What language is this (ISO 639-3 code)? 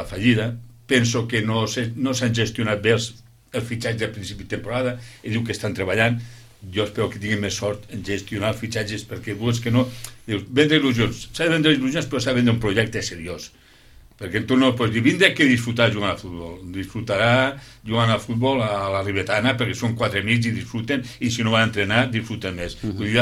cat